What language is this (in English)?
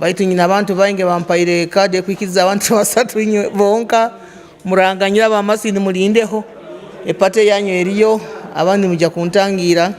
Nyankole